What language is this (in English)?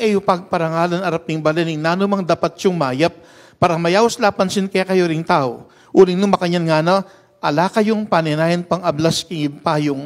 Pampanga